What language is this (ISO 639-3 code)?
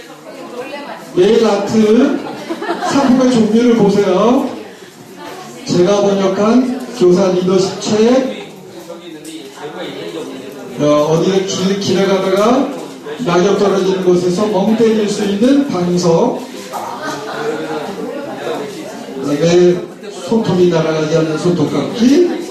kor